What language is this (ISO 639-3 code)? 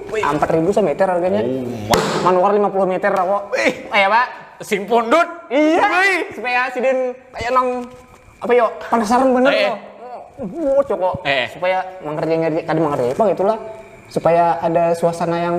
bjn